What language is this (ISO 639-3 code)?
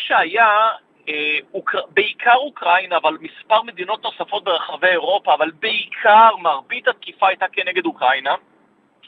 heb